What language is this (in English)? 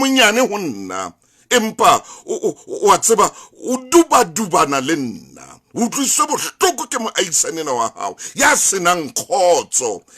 Southern Sotho